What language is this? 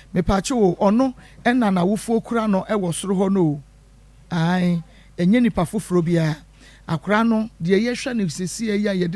Akan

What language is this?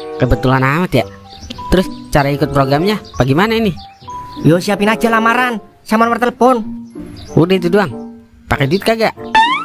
Betawi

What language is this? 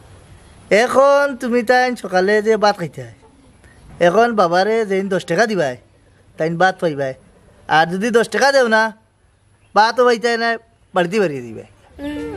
Sylheti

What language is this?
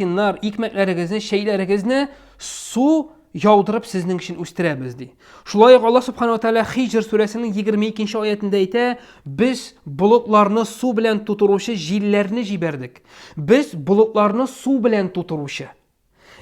Tatar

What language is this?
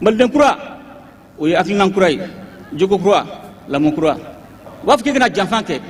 Bambara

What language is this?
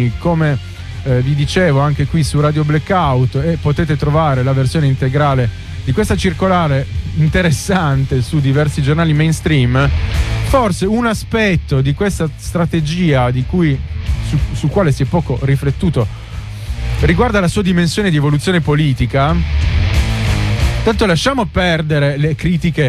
Italian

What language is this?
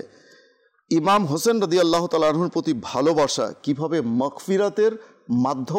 Bangla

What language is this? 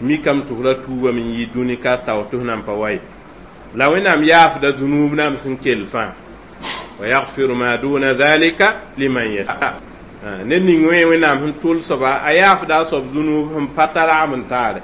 Mossi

